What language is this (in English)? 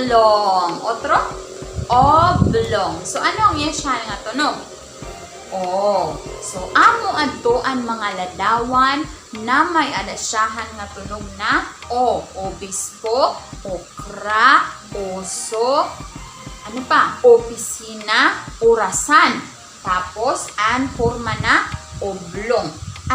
Waray